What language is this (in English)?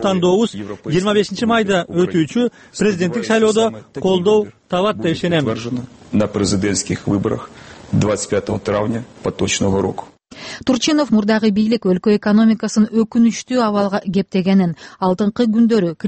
Kyrgyz